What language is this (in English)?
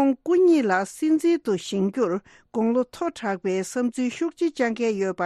Tibetan